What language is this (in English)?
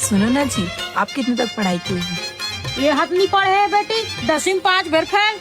Chhattisgarhi